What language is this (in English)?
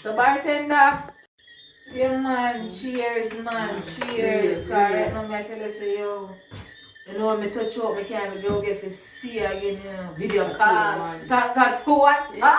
Jamaican Creole English